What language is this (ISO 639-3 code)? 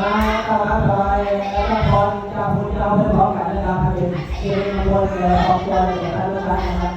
tts